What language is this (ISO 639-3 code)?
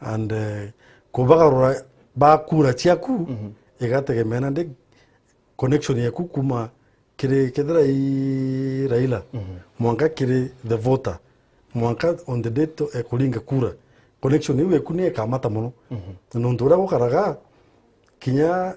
mer